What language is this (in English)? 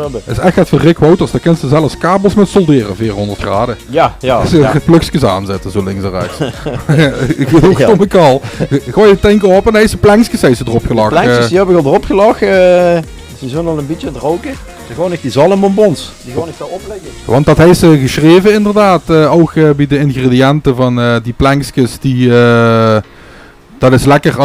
Limburgish